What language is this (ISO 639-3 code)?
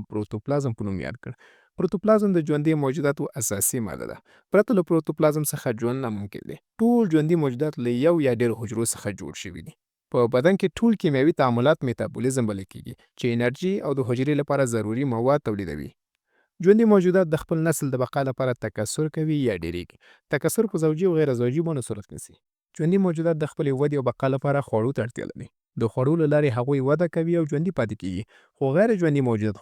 pus